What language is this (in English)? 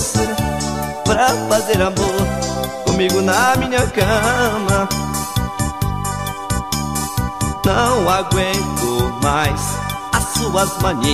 Portuguese